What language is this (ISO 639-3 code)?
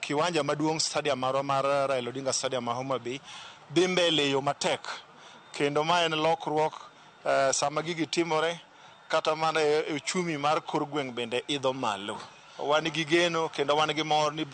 luo